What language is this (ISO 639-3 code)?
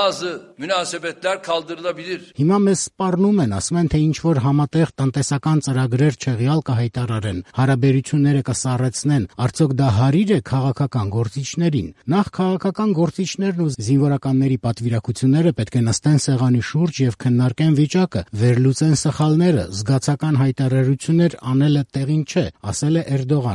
hye